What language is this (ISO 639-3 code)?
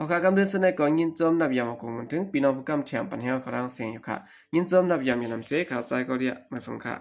shn